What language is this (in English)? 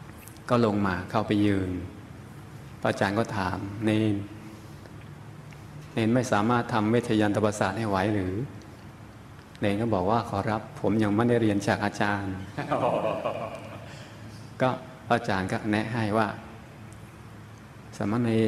Thai